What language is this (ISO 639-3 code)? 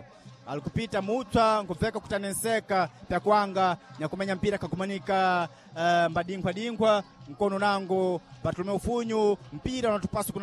seh